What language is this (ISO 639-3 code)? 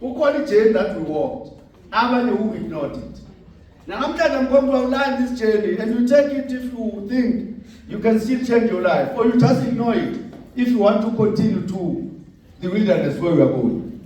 zul